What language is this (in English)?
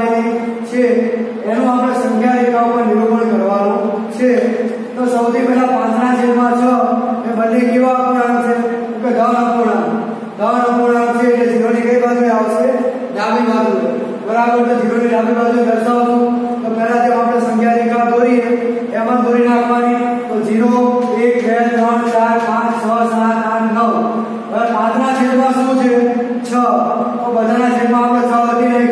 Gujarati